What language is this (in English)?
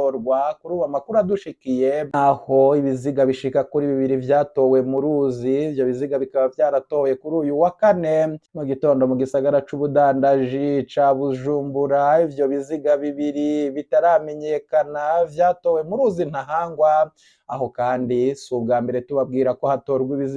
Rundi